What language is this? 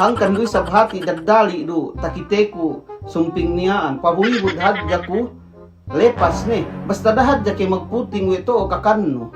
Yakan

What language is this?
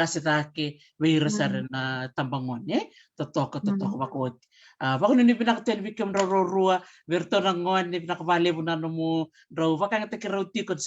Fijian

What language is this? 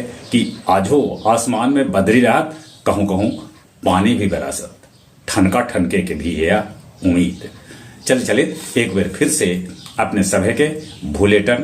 Magahi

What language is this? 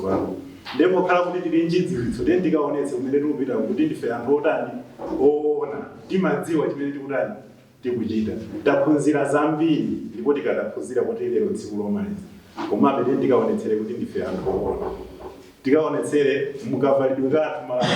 Nyanja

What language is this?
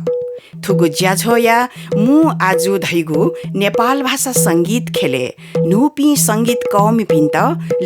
Newari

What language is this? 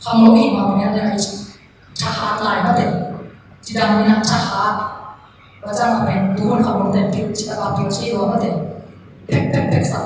Tedim Chin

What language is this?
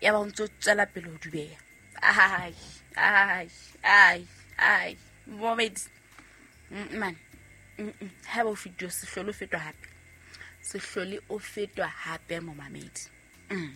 Southern Sotho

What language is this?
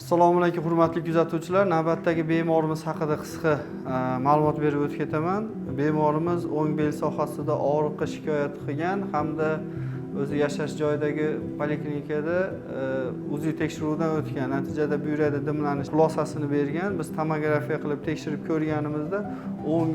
Uzbek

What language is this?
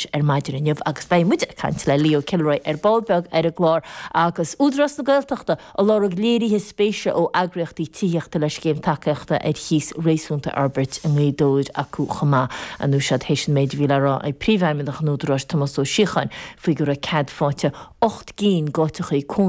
Irish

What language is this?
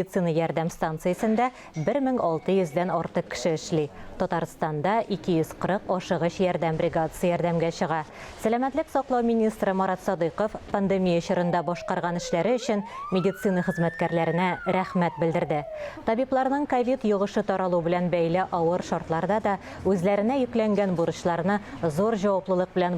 Tatar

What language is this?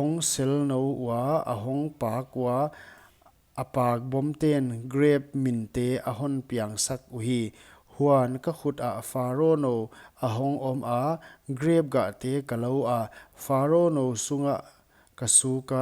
Paite Chin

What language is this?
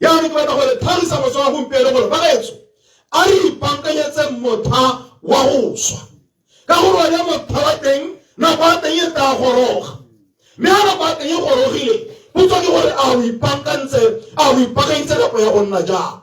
Tswana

